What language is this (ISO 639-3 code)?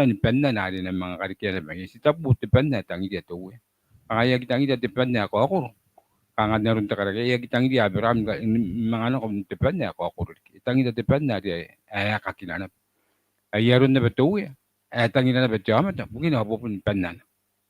gil